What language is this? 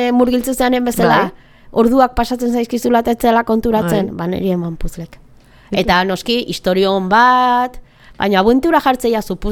Basque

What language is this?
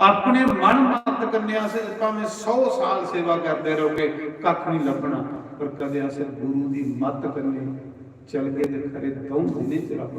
Dogri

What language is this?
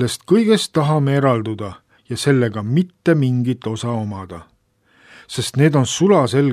Estonian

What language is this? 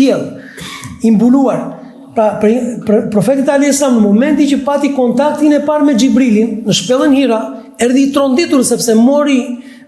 Albanian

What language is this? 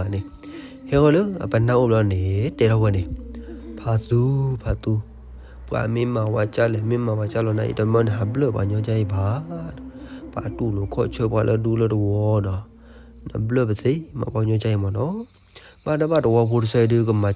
S'gaw Karen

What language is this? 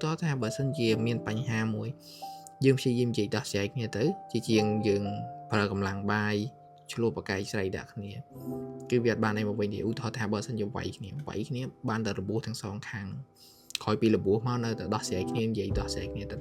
Khmer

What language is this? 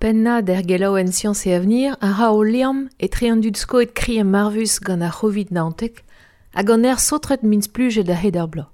Breton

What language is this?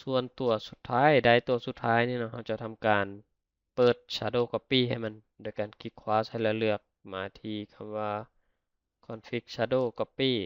Lao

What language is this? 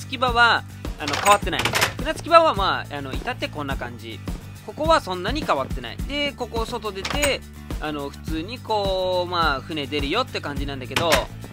Japanese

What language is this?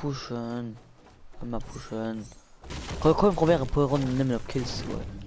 Luxembourgish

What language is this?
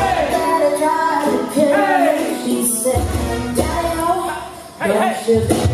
English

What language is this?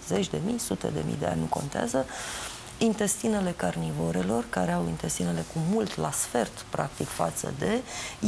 Romanian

